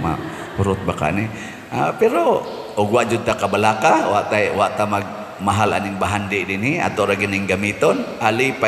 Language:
Cebuano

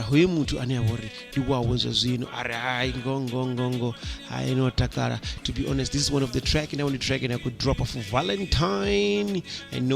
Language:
Venda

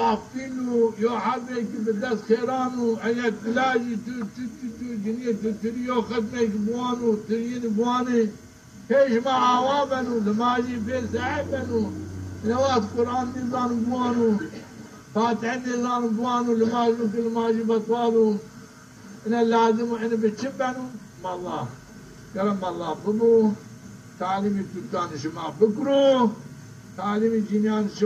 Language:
Zaza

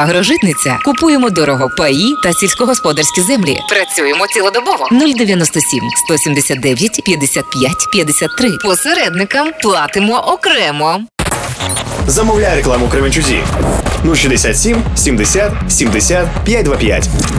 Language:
Ukrainian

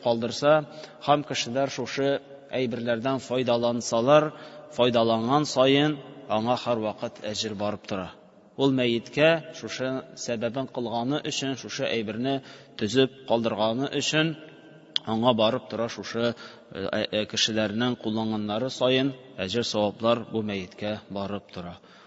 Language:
Tatar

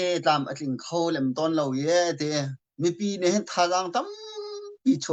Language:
Hakha Chin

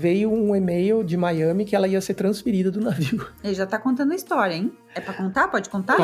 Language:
Portuguese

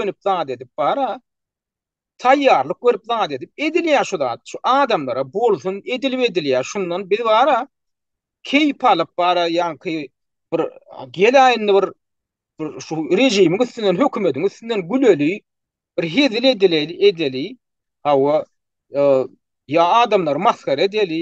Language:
Turkmen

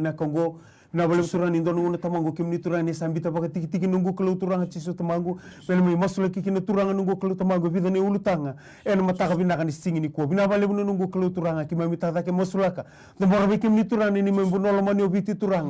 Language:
Fijian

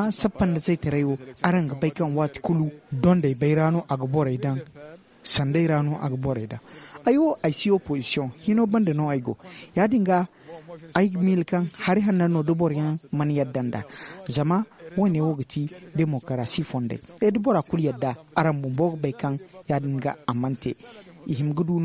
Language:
Zarma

